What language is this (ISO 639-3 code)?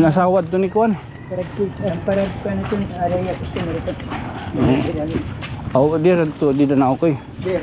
war